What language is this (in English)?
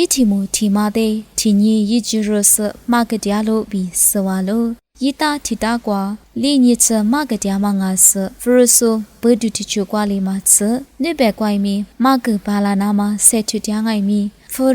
Lisu